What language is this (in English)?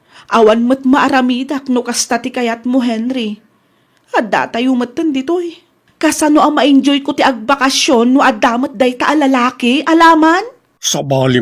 Iloko